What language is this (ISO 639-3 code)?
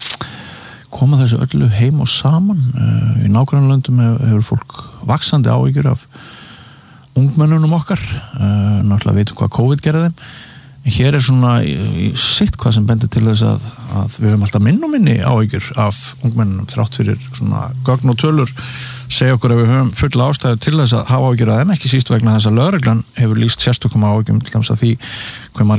isl